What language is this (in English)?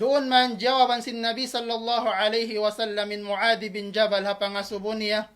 Tausug